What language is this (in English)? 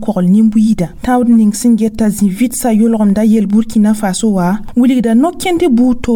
Mossi